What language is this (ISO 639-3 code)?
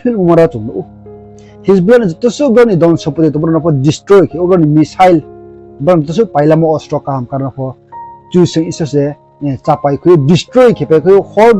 ria